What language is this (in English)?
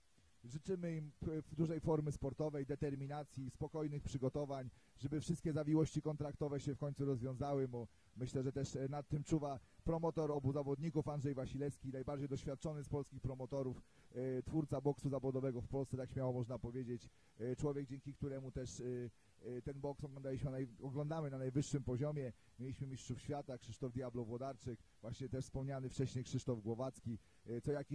Polish